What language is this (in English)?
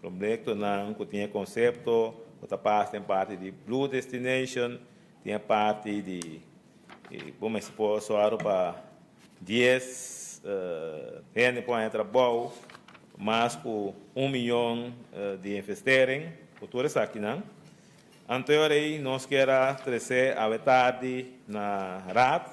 Papiamento